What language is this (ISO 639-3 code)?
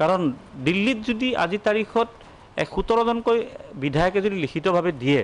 asm